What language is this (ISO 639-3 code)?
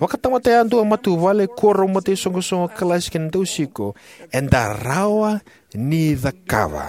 fij